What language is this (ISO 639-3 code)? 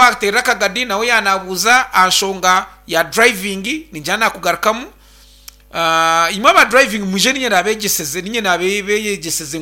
nyn